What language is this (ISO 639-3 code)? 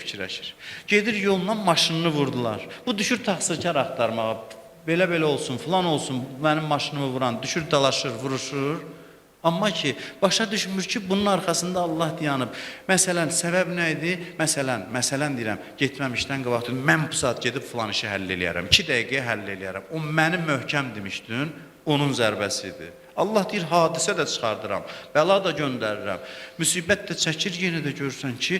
aze